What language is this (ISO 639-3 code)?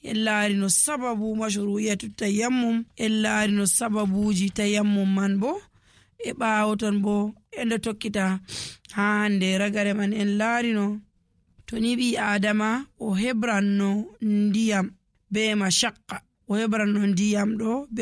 fuv